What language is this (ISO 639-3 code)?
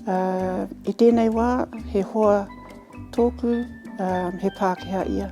mri